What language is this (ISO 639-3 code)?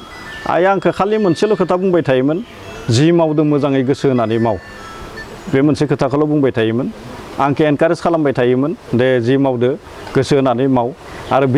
brx